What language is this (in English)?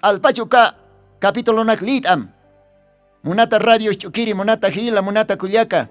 Aymara